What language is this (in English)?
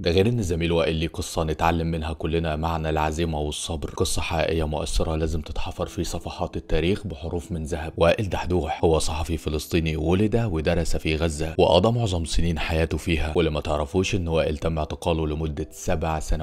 Egyptian Arabic